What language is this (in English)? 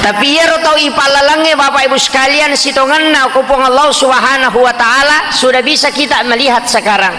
Buginese